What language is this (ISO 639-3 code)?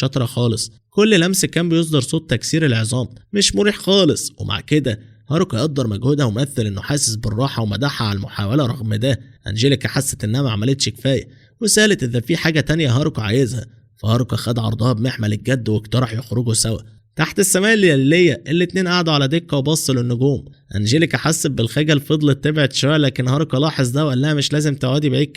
arz